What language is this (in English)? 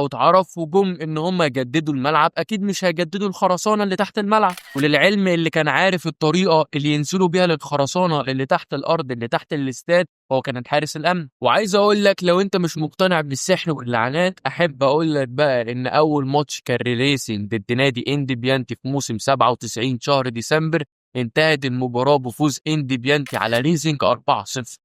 Egyptian Arabic